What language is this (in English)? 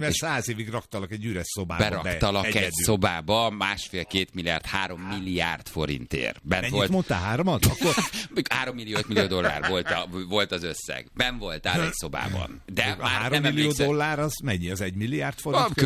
Hungarian